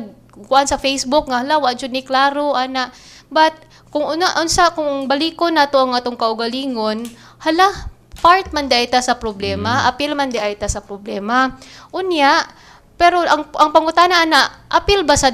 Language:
Cebuano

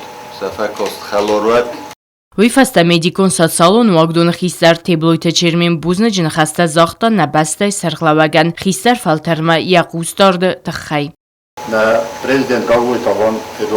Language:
Ossetic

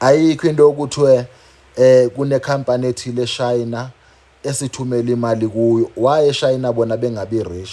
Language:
Zulu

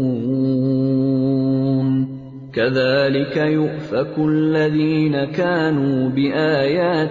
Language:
Urdu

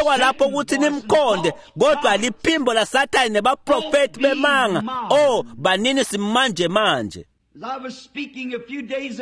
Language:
Swati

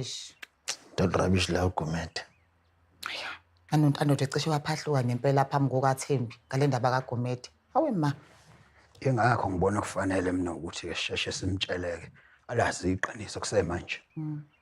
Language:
Zulu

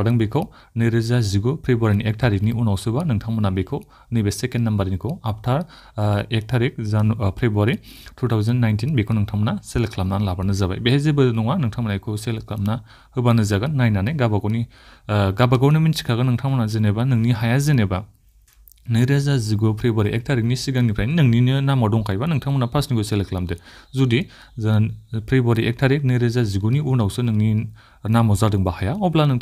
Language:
Bodo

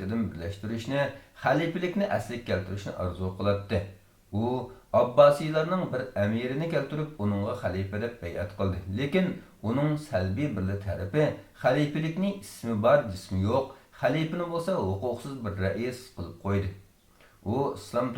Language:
Uyghur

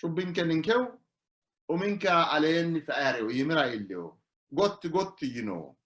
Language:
Sidamo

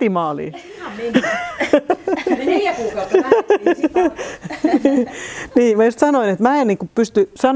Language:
Finnish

